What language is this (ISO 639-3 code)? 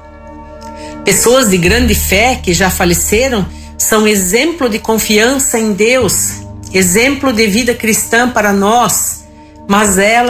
por